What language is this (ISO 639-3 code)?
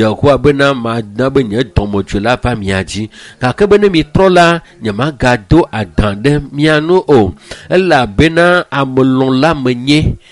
ewe